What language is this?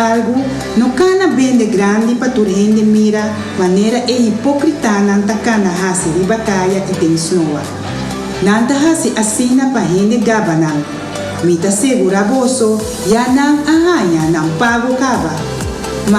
Papiamento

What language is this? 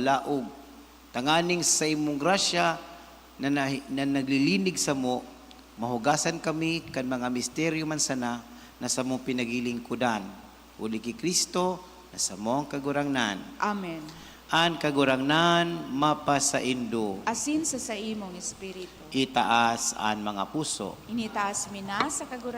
Bikol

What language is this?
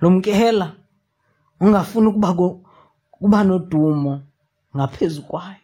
Xhosa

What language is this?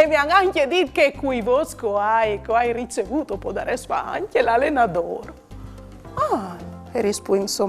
Friulian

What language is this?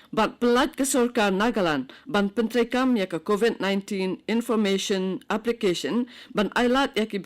Khasi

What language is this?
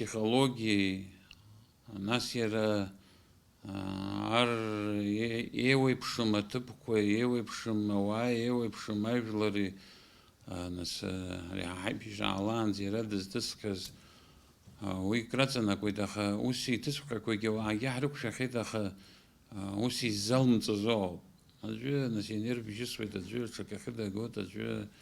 Abkhazian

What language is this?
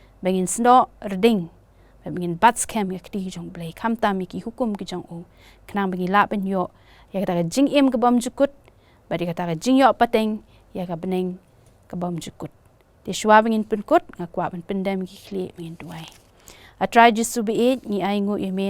Khasi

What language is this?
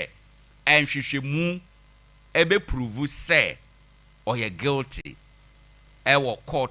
Akan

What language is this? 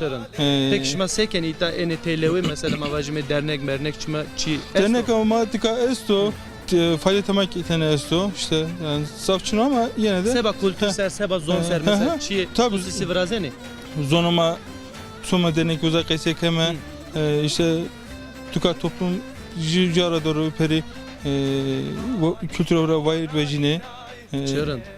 Zaza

